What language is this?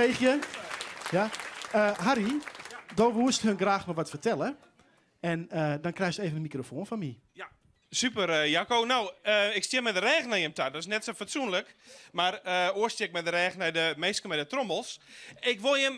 Western Frisian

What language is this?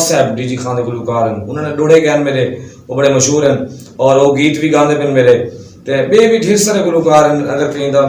Saraiki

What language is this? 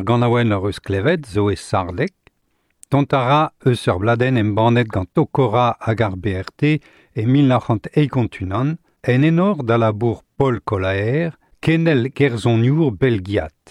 Breton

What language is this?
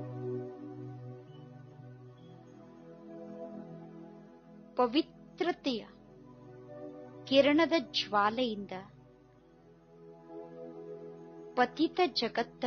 Kannada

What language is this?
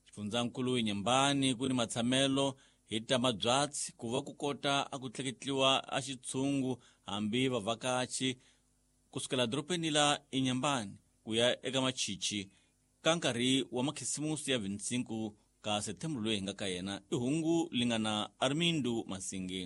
Tsonga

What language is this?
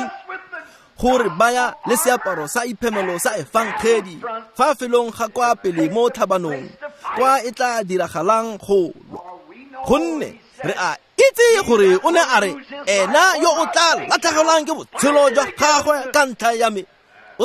Tswana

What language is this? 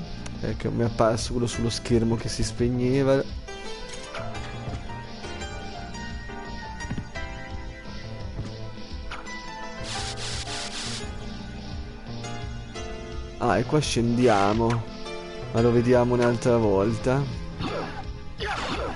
Italian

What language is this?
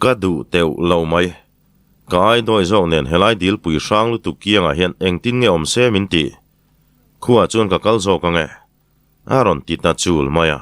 Mizo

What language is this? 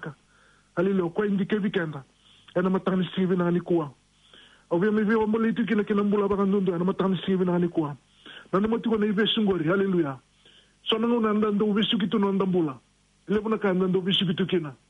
Fijian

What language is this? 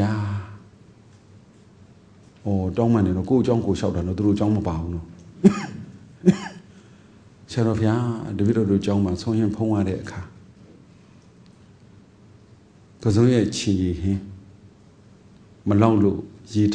Burmese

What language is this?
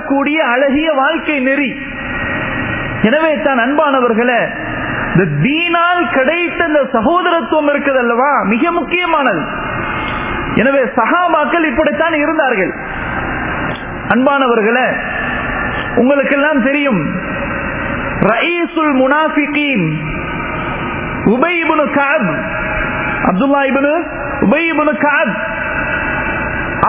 Tamil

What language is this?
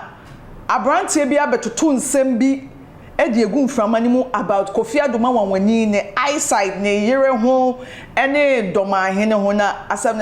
Akan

